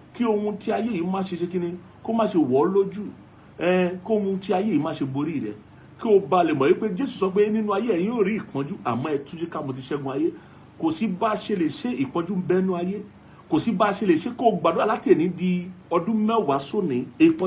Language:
Yoruba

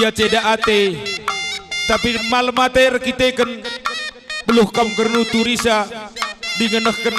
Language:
Batak Karo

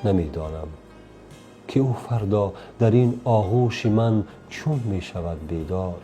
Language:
Tajik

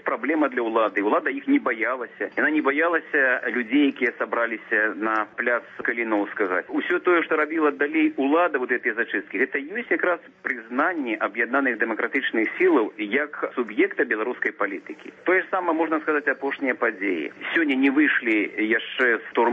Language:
Belarusian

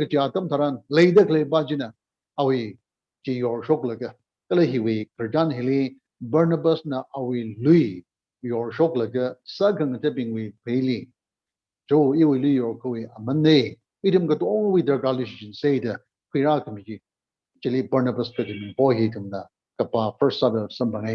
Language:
Tangkhul Naga (India)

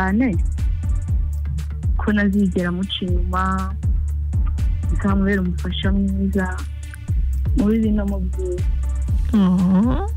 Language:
Kinyarwanda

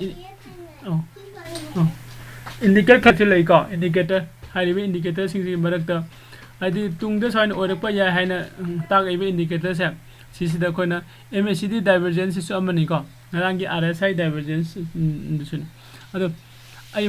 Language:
Manipuri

